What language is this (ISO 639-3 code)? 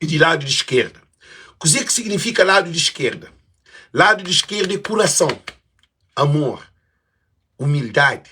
kea